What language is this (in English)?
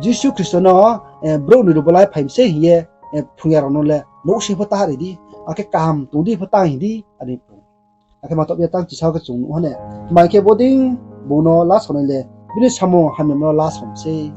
Riang (India)